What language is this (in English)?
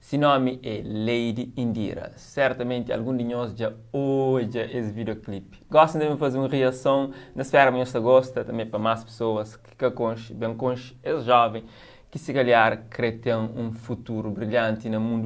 Kabuverdianu